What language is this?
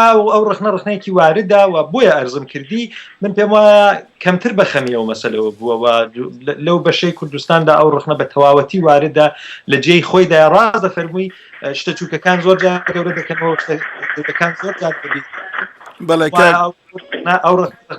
Central Kurdish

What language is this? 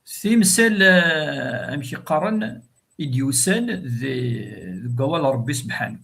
Kabyle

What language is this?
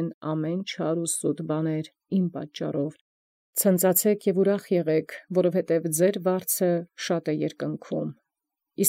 Armenian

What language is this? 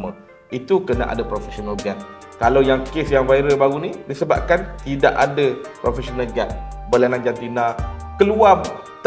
Malay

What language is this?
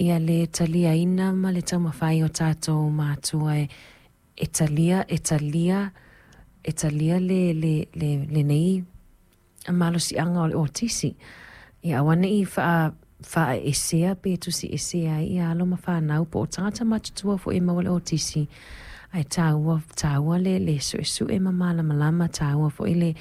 Samoan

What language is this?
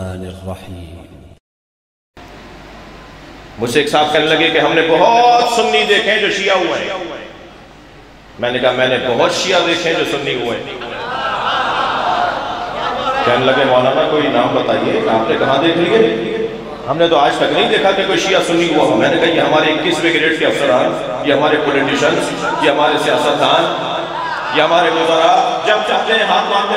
Urdu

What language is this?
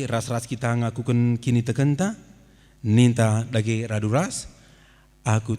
Batak Karo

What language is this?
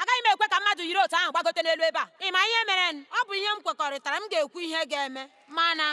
Igbo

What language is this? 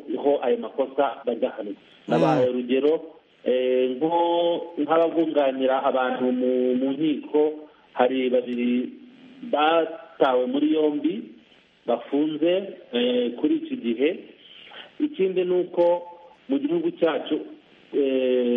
Kinyarwanda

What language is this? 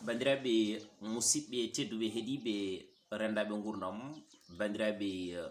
Fula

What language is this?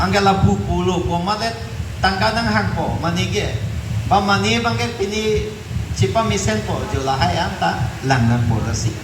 Karbi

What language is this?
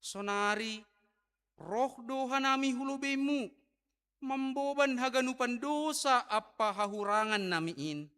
Batak Simalungun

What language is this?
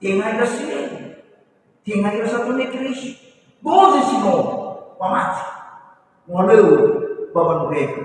Nias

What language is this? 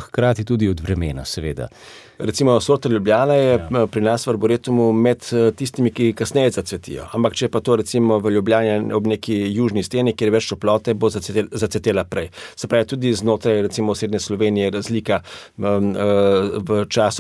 Slovenian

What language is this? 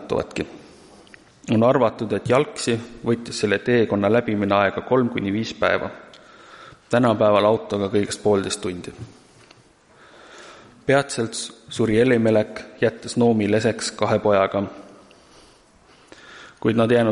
Estonian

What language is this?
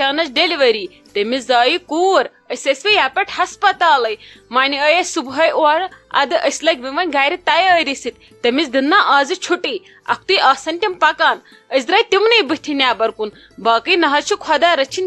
Kashmiri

